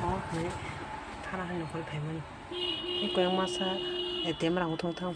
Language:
Kok Borok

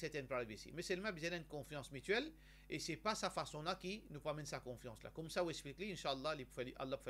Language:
Morisyen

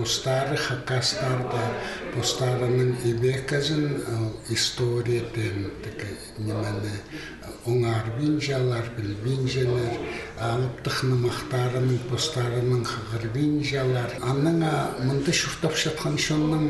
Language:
Khakas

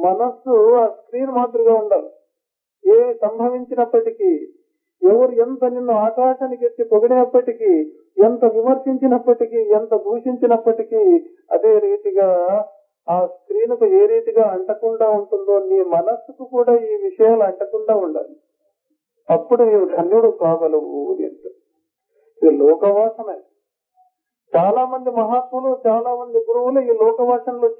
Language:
Telugu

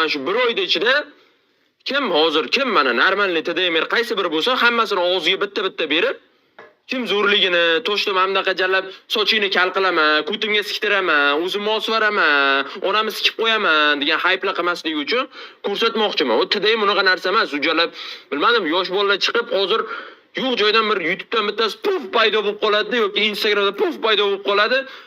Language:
Uzbek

